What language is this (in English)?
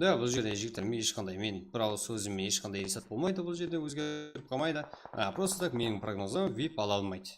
Kara-Kalpak